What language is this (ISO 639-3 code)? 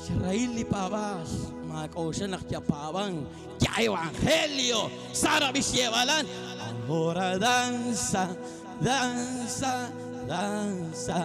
kek